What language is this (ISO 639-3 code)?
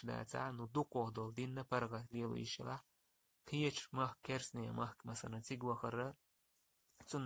che